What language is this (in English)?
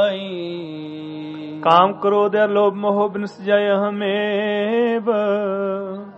Punjabi